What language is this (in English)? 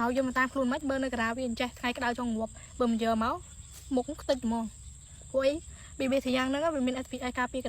Khmer